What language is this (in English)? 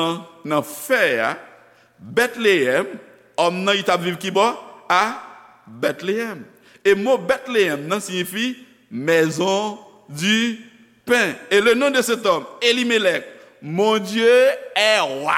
Haitian Creole